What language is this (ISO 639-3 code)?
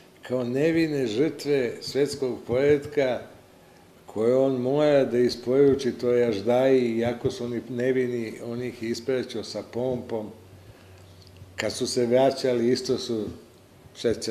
srp